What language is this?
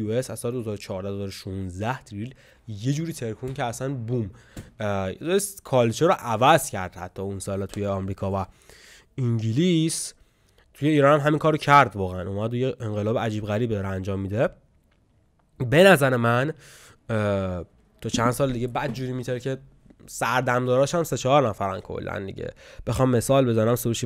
Persian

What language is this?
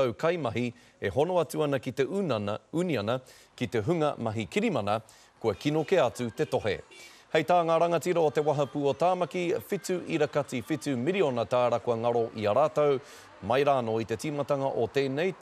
Māori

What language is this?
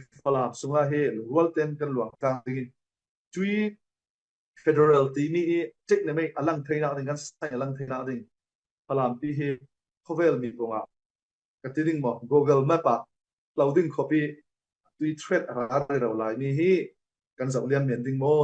Falam Chin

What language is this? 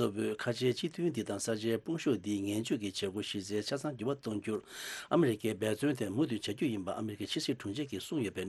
Tibetan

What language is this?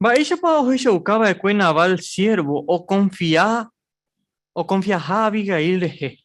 Guarani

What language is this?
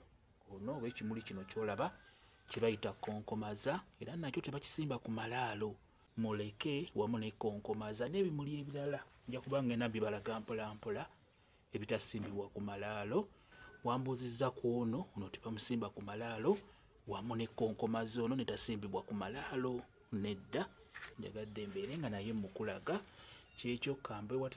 Ganda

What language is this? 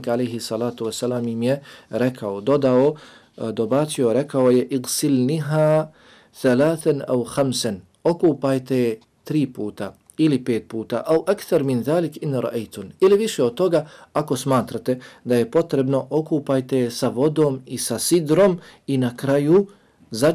Bosnian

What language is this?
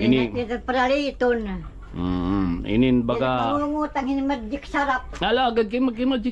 Waray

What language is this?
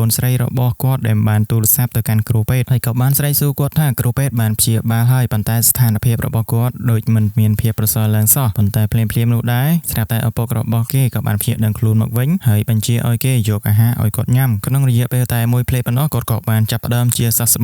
Khmer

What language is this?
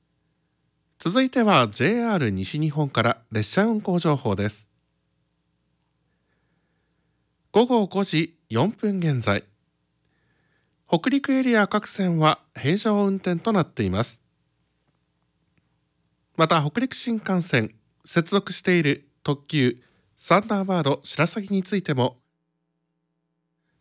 Japanese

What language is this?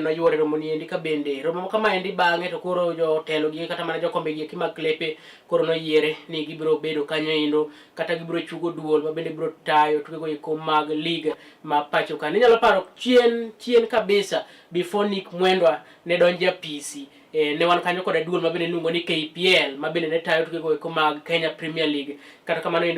Luo (Kenya and Tanzania)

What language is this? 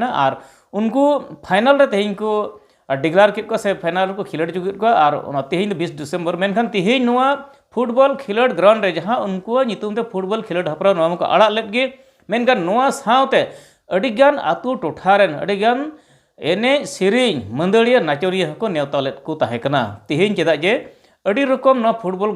Santali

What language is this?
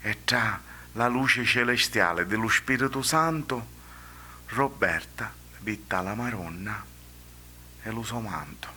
Sicilian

